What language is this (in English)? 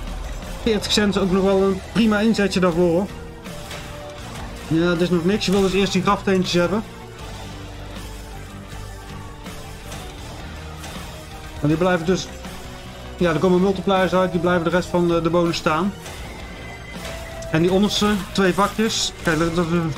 Dutch